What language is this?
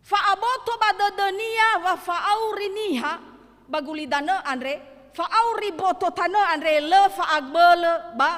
Nias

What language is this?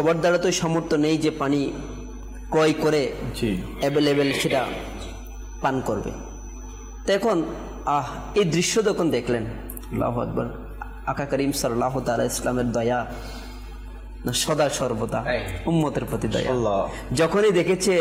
Bangla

